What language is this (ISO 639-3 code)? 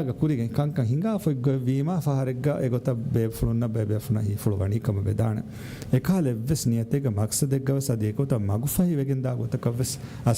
div